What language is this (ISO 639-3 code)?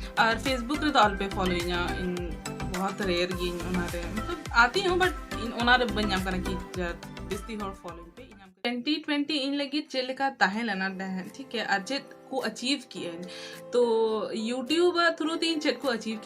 sat